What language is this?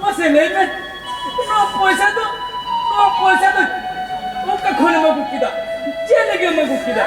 Santali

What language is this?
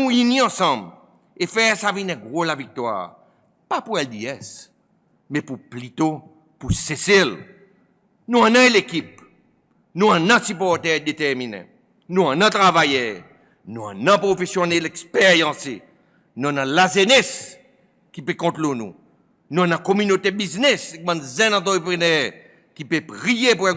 Seselwa Creole French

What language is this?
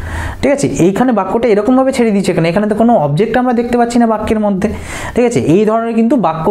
Bangla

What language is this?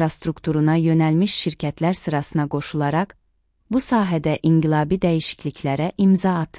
Azerbaijani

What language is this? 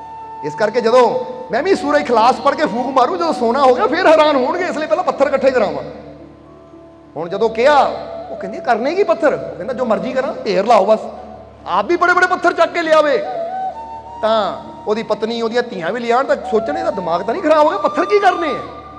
Punjabi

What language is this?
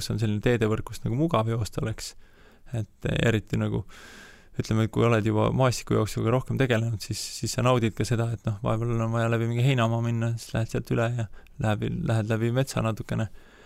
Estonian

